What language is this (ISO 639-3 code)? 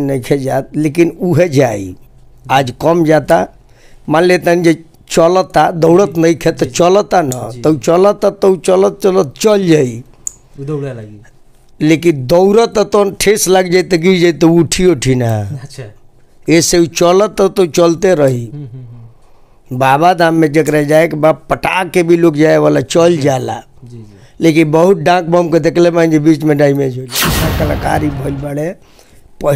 bho